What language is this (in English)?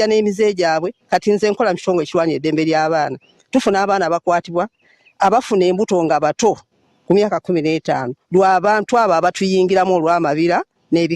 Ganda